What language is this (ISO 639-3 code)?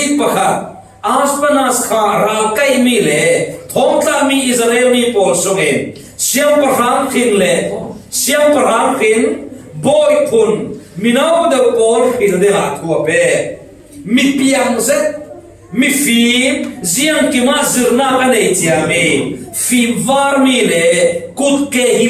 cfm